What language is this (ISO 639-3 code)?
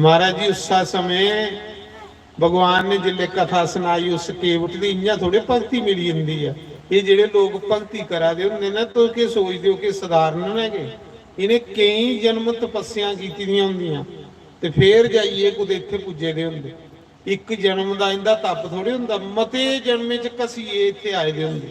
doi